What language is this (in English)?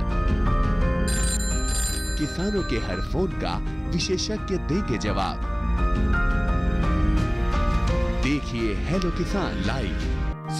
Hindi